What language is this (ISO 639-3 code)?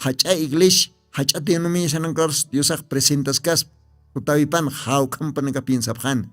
aym